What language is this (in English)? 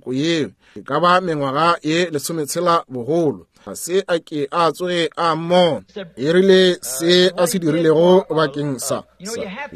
Northern Sotho